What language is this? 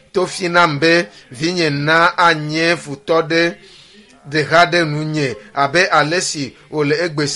Ewe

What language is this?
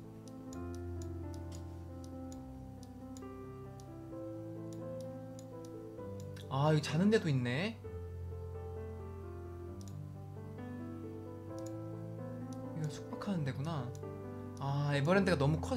Korean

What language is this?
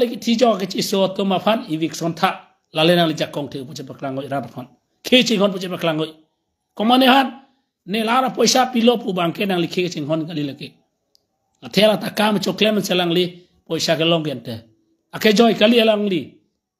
Karbi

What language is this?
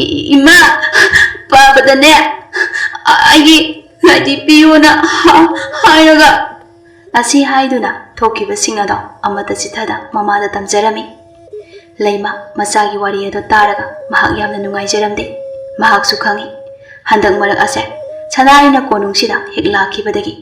Manipuri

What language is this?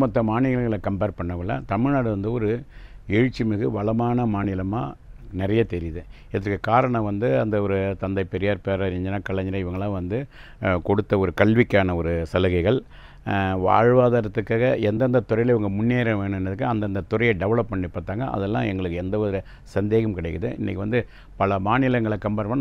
Tamil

